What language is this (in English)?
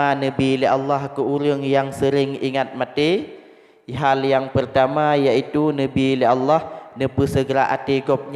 Achinese